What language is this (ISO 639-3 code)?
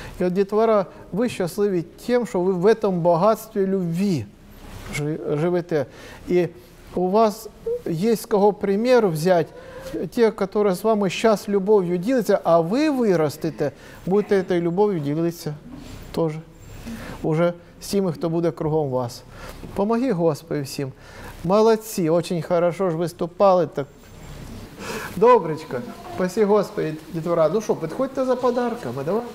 ukr